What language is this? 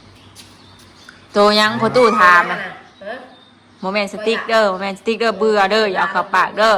Northeastern Thai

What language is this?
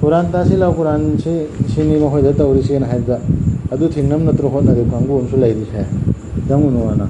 Manipuri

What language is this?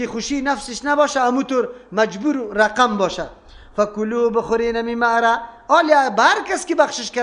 Persian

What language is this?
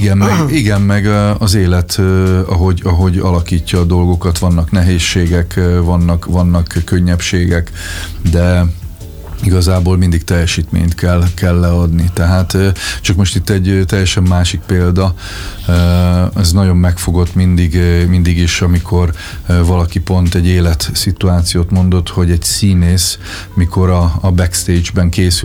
Hungarian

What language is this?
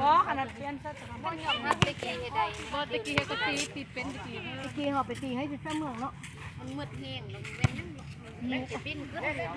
Lao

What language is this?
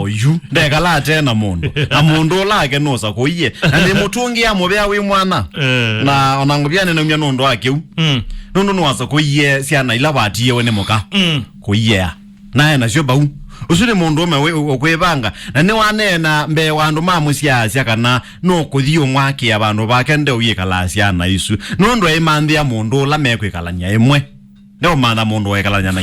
Kamba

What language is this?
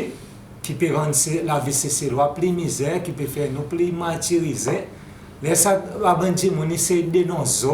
Seselwa Creole French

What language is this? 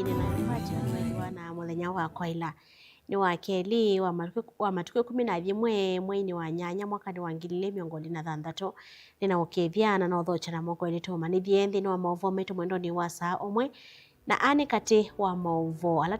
Kamba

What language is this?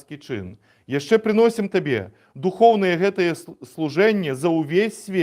Belarusian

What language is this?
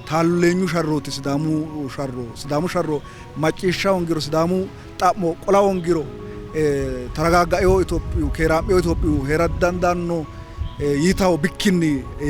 Sidamo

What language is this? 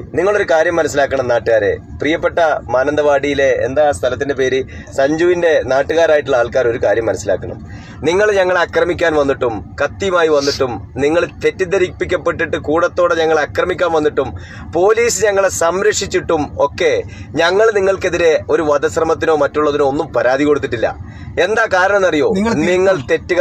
Malayalam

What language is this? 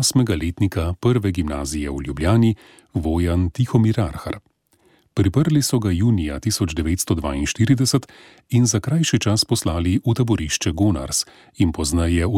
Slovenian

